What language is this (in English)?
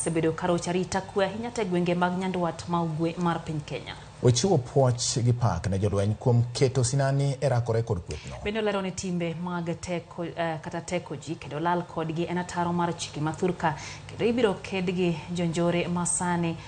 Luo (Kenya and Tanzania)